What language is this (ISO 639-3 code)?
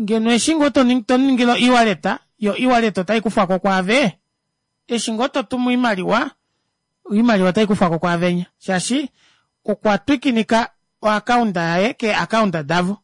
kua